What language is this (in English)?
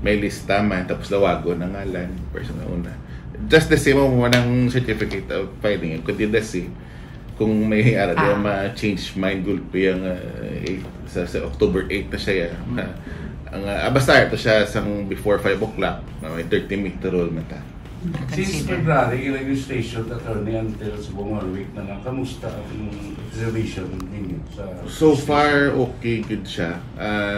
Hiligaynon